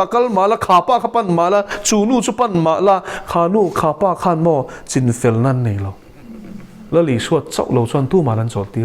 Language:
Mizo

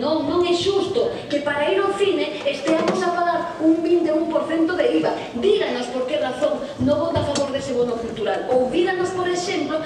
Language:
Galician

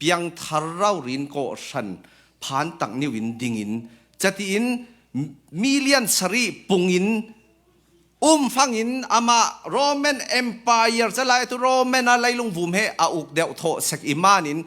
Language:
Falam Chin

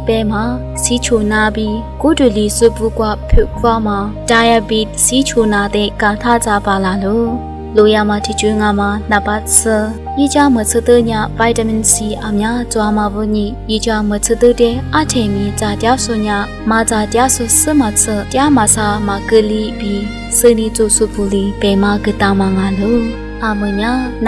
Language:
Lisu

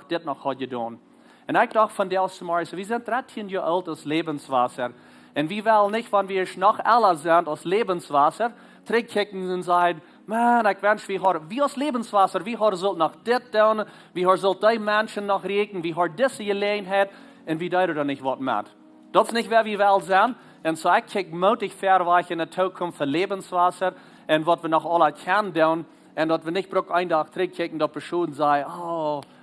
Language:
Plautdietsch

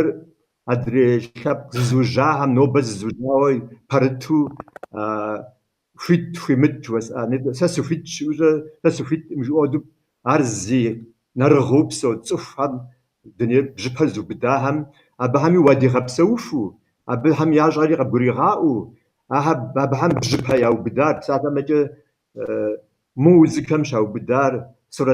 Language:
Kabardian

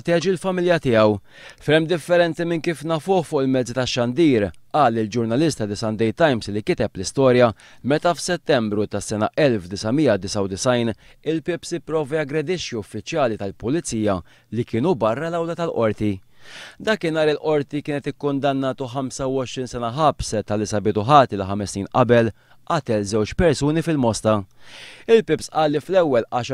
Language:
Maltese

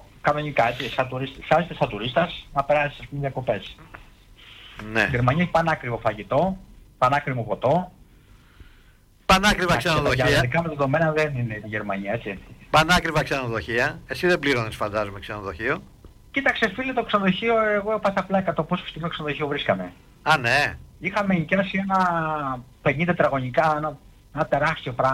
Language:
Greek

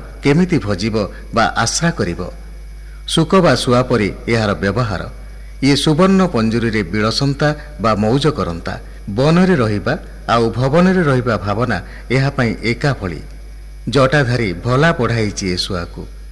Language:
Odia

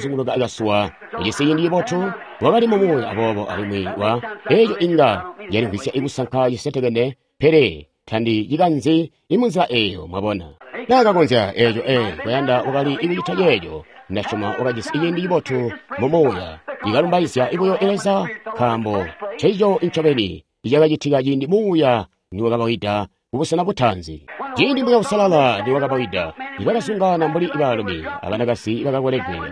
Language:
Tonga (Zambia)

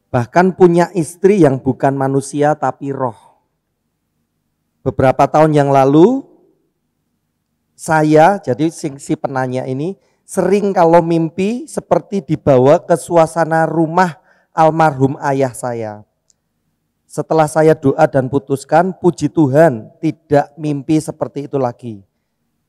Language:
Indonesian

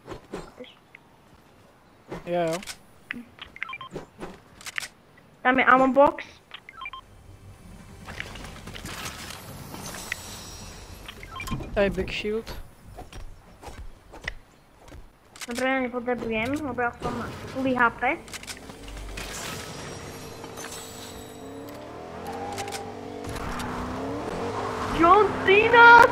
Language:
Czech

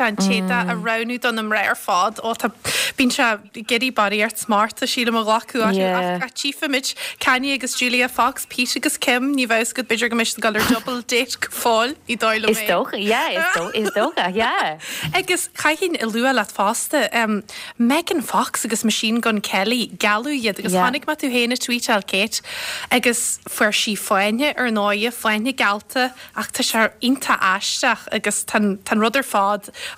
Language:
Irish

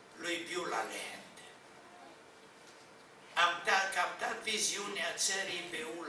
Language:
Romanian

